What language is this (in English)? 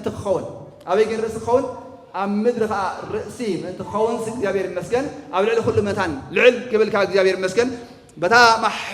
Tigrinya